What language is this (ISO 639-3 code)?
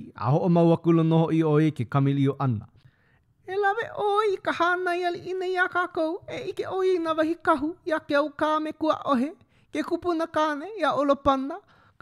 haw